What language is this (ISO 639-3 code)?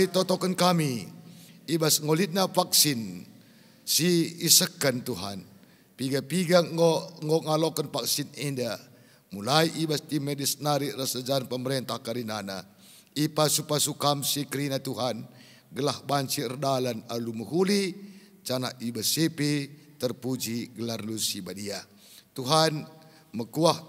btx